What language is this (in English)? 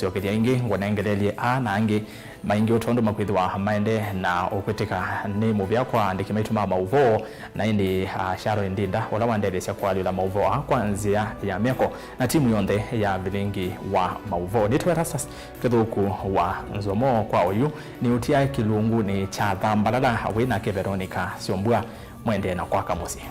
Kamba